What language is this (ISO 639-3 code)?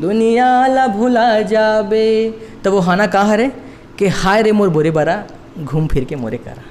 hne